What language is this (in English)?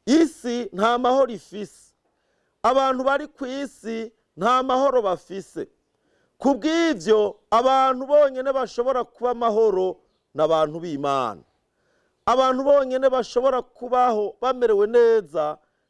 Rundi